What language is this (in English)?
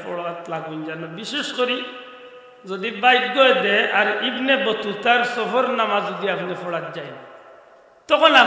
Sylheti